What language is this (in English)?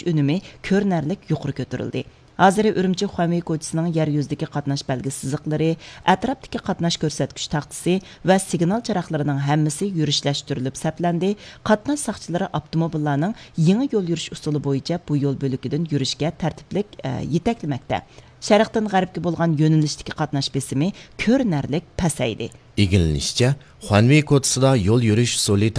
Uyghur